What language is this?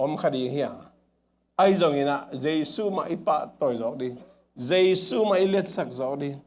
Tedim Chin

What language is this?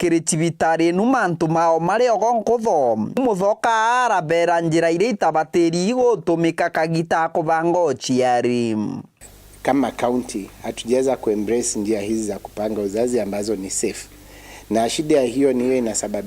Meru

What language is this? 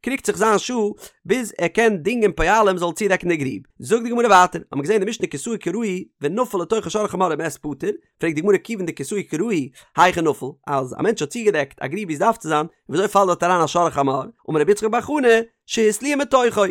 Yiddish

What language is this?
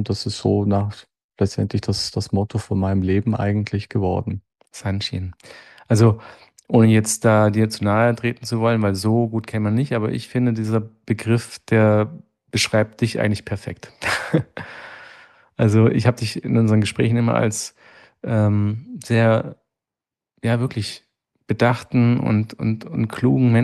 German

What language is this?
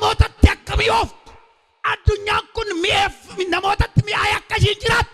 Oromo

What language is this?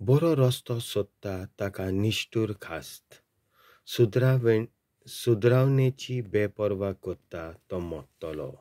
Konkani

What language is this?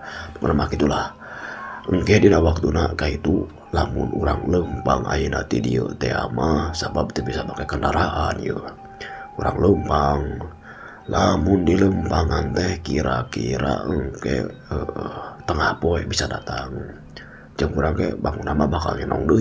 Sundanese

